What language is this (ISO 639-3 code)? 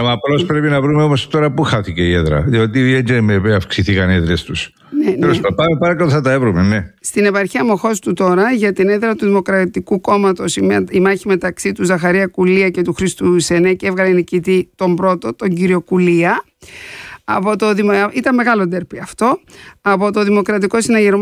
ell